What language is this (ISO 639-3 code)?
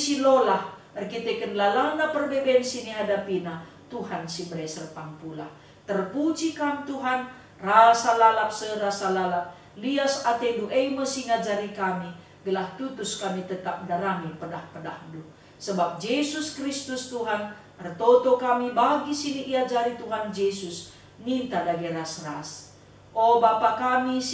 btx